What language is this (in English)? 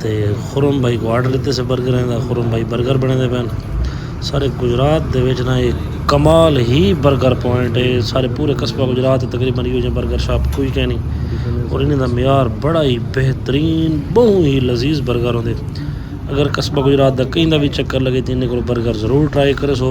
Saraiki